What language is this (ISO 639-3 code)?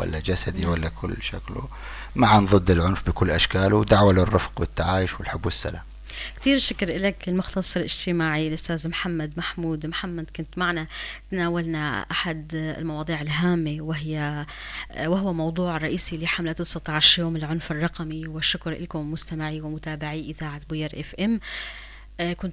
apc